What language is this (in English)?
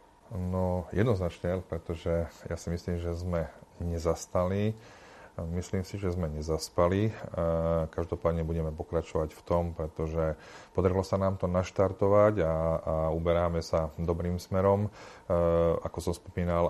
Slovak